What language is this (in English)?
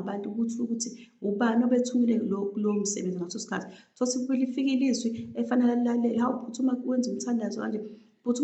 Zulu